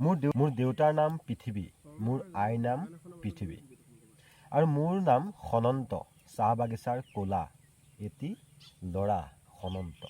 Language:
Assamese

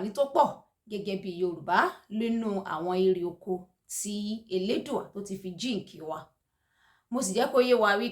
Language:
Yoruba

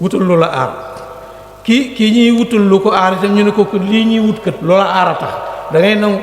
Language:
Wolof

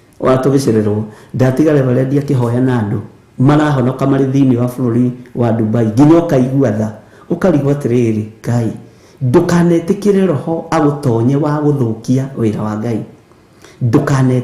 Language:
Kikuyu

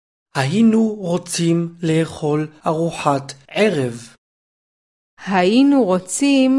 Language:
Hebrew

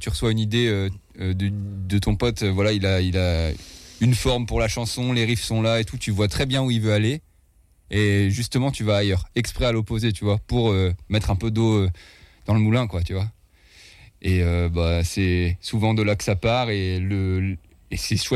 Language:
French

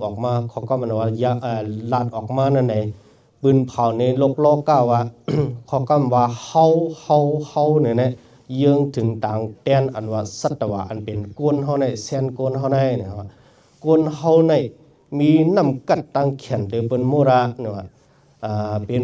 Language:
Shan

